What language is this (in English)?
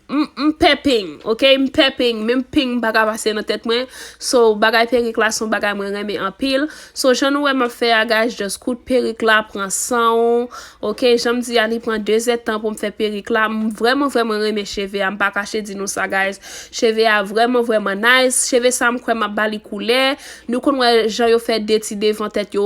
Haitian Creole